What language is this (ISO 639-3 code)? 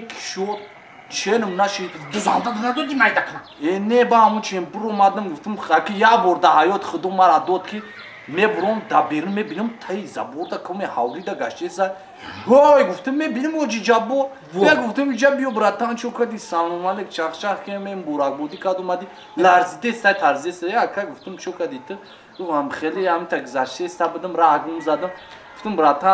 tgk